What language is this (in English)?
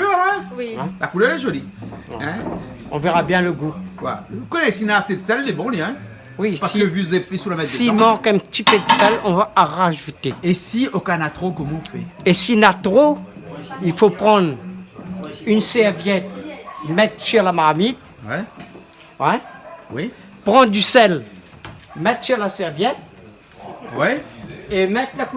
Réunion Creole French